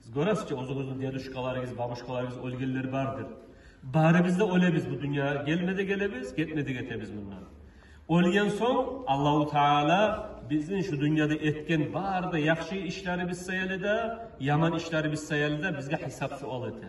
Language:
Kumyk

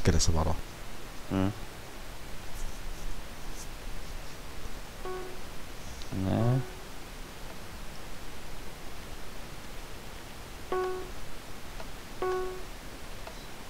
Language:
Finnish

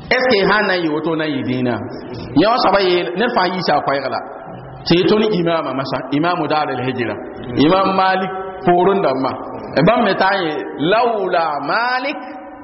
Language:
Mossi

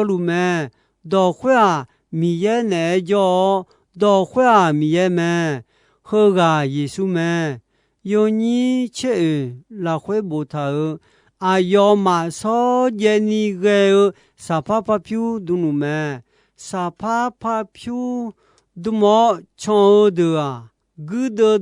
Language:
Akha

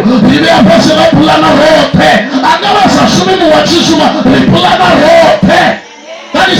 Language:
Venda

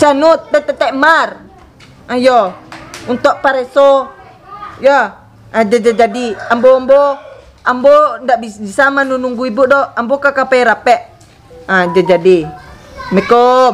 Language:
Minangkabau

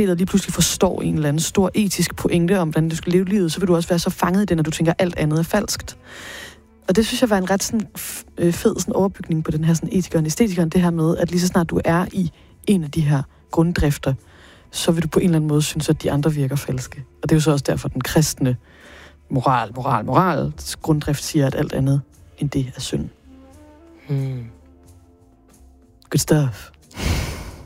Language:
Danish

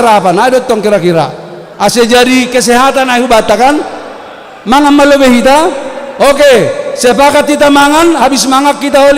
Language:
Batak Simalungun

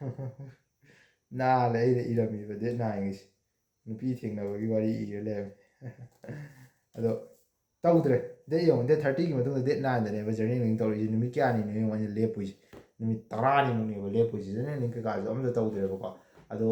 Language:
Manipuri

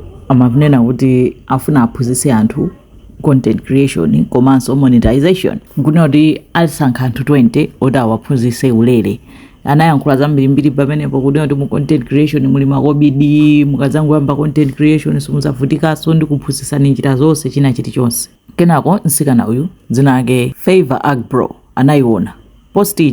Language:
Nyanja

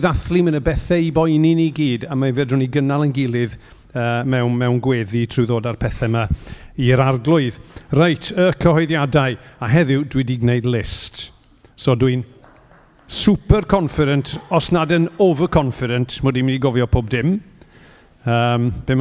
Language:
Welsh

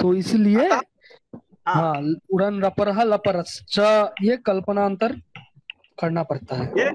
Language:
Sanskrit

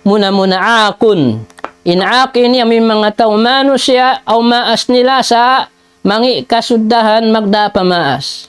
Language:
Tausug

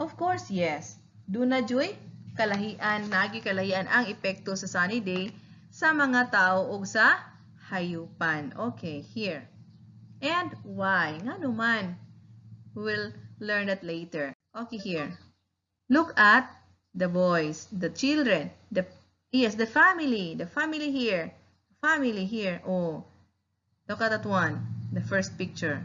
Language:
Cebuano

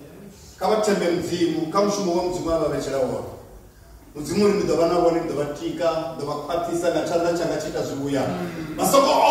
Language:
Venda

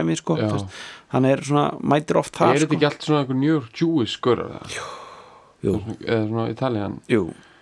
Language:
Icelandic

